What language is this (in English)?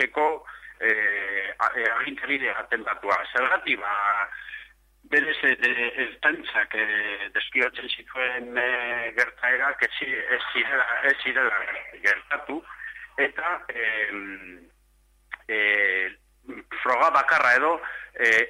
Basque